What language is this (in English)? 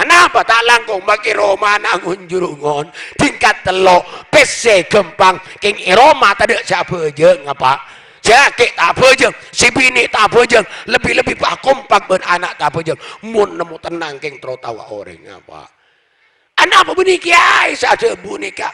Madurese